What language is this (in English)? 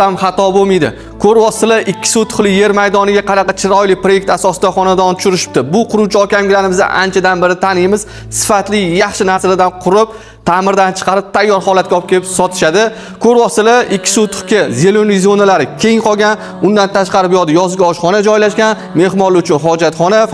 Uzbek